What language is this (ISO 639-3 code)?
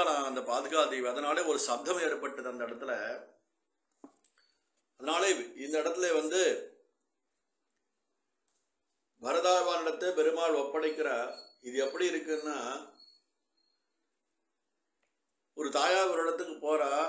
tam